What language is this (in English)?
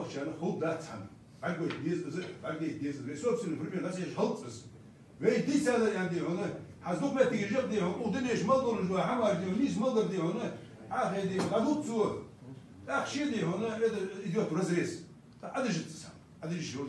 Ingush